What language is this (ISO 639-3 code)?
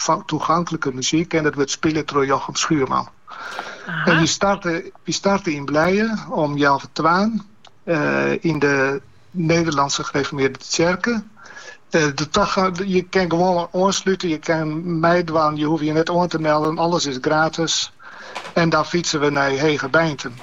nld